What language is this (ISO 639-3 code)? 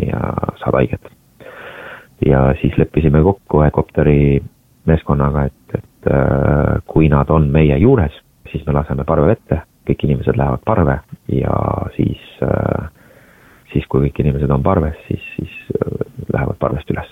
est